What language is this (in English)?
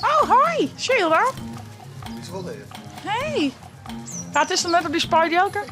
Western Frisian